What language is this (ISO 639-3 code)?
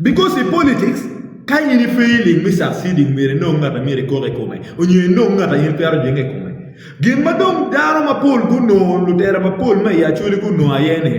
ach